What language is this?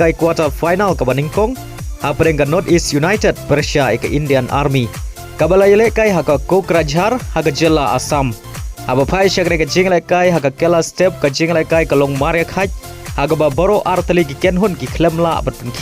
Khasi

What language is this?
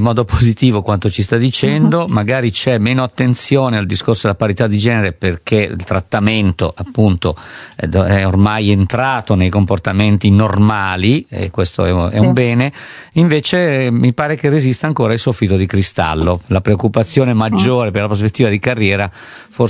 Italian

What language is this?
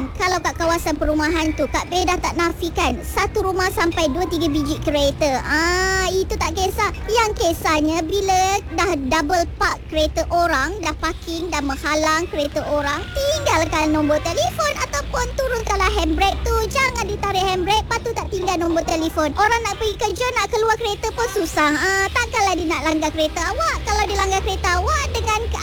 Malay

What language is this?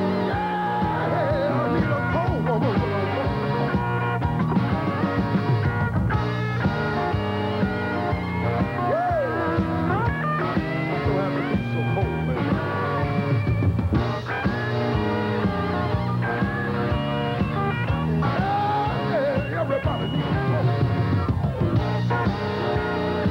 English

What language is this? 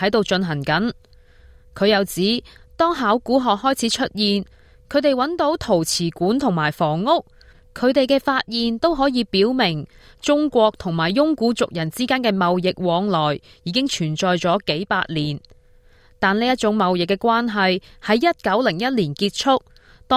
Cantonese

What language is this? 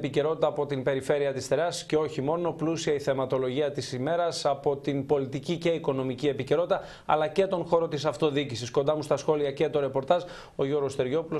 Greek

